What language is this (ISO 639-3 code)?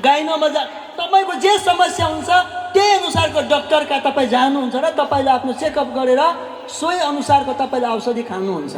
nep